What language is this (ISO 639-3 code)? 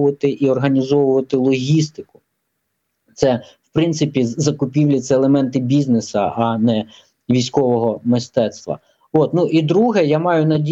ukr